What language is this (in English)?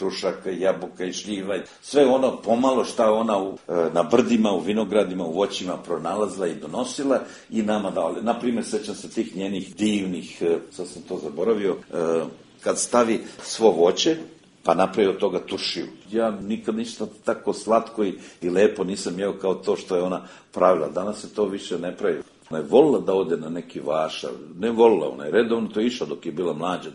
Serbian